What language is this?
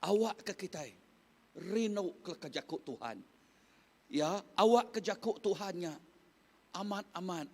Iban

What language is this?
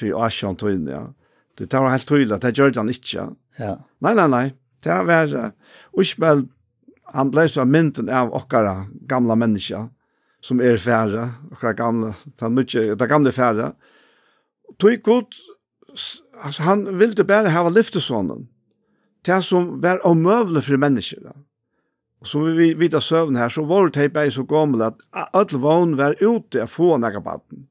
Faroese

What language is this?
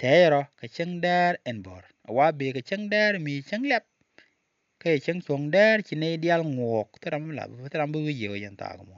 Nuer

